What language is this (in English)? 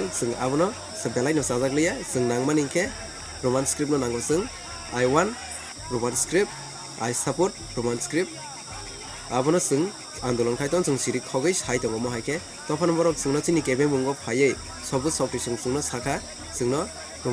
Riang (India)